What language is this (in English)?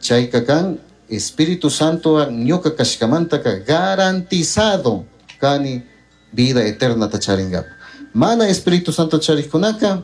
Chimborazo Highland Quichua